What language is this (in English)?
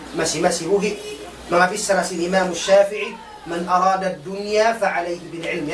Tausug